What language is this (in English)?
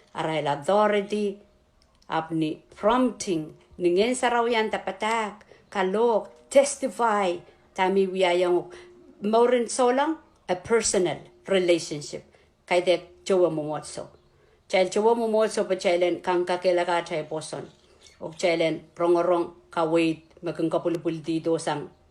Pohnpeian